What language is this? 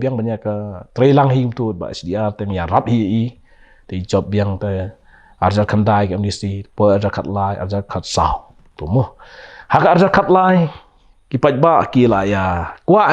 Khasi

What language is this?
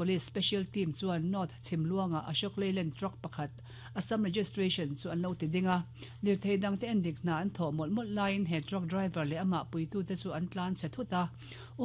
Mizo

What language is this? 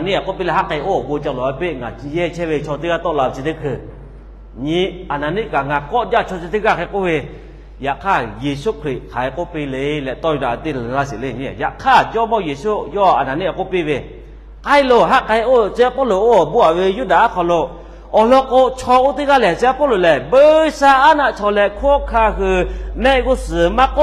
Lahu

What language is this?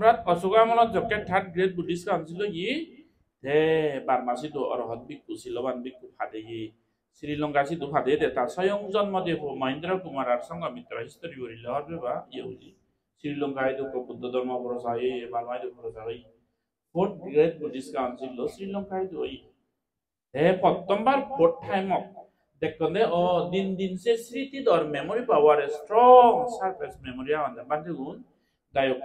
Chakma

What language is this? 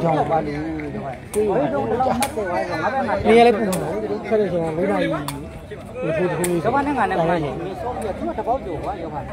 Burmese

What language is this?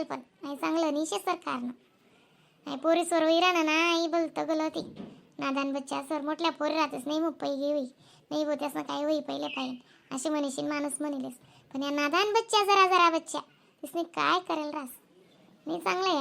Khandesi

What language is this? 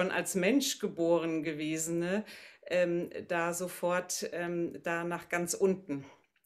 German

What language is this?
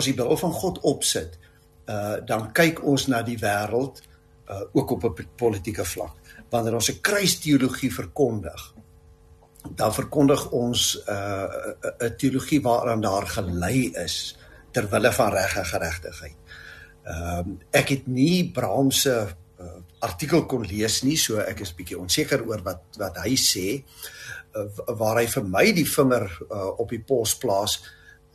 Afrikaans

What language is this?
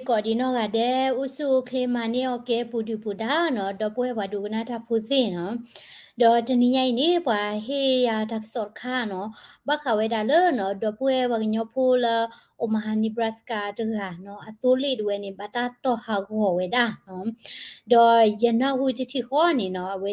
S'gaw Karen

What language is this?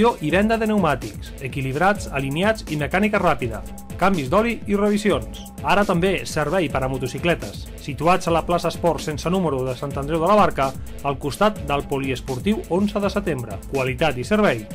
Catalan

